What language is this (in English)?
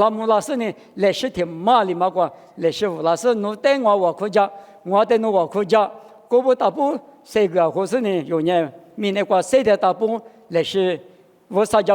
Lisu